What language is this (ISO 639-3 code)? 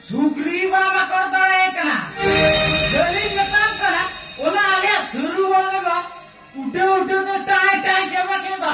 sat